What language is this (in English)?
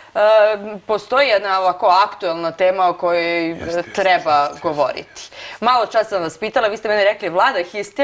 Serbian